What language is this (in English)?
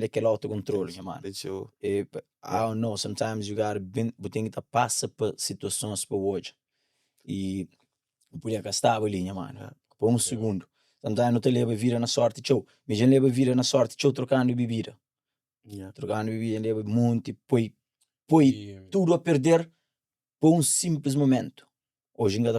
Kabuverdianu